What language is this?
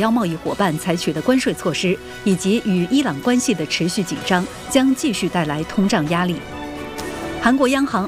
Chinese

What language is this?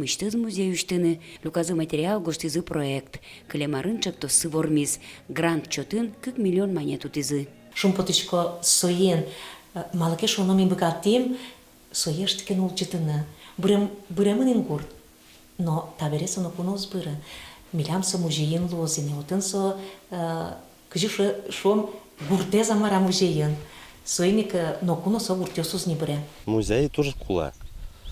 Udmurt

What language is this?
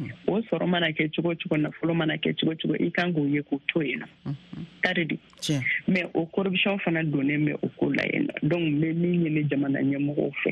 Bambara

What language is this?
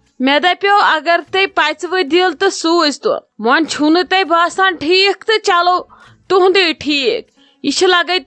Kashmiri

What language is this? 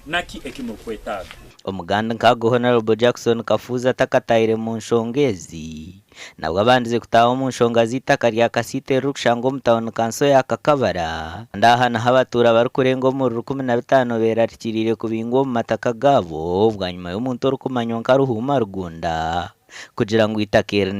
Nyankole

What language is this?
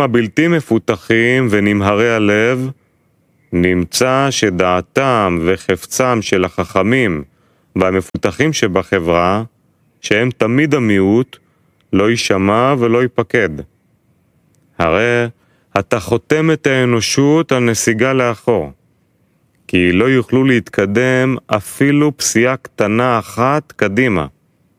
Hebrew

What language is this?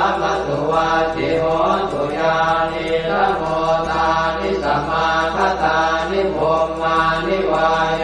Pali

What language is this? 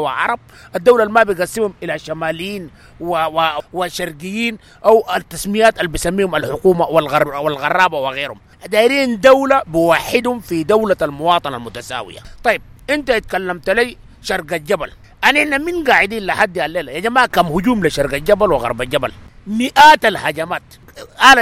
Sudanese Arabic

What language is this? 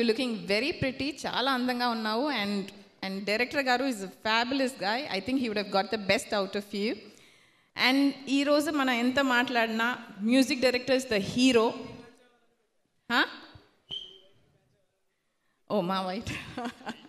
Telugu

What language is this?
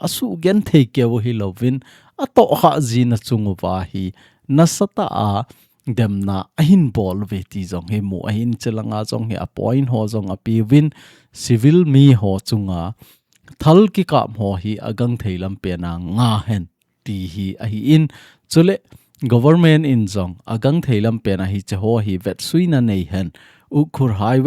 Thado Chin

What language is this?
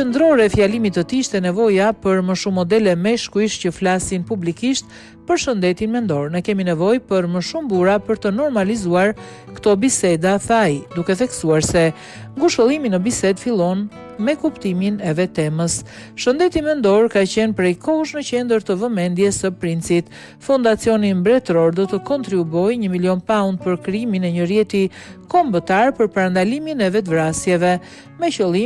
Albanian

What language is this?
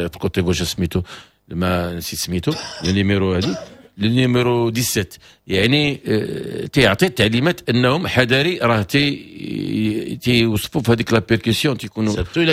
Moroccan Arabic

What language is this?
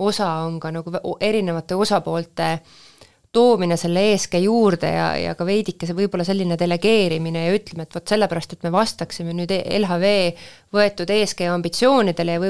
Estonian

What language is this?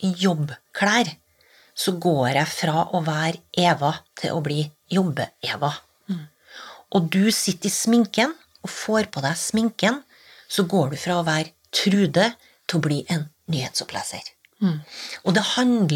Norwegian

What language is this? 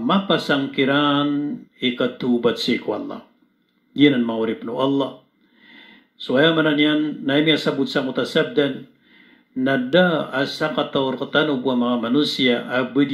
Maranao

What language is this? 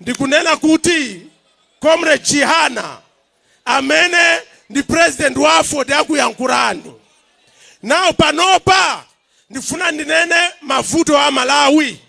Nyanja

